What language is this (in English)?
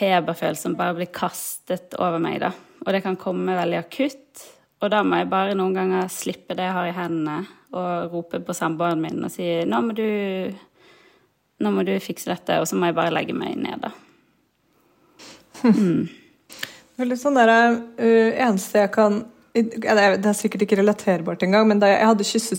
Norwegian